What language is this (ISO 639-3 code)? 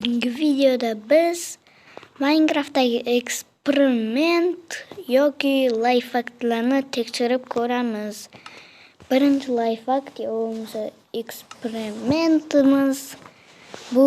uzb